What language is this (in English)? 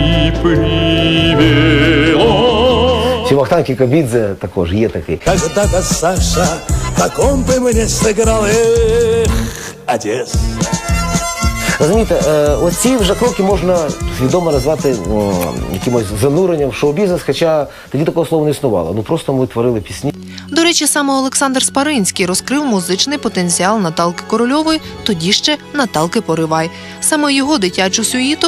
Ukrainian